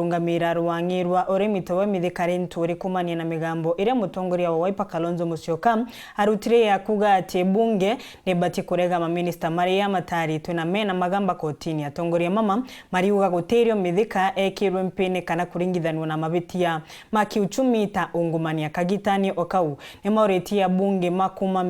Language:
Meru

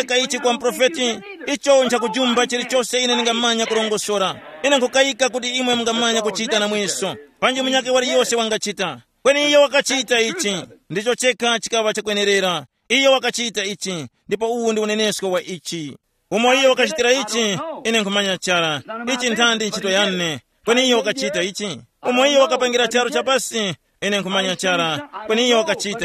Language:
Tumbuka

